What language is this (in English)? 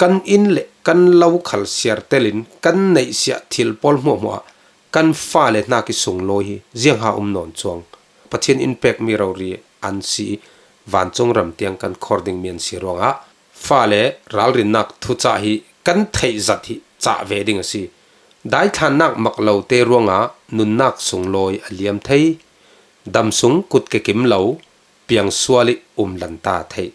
Falam Chin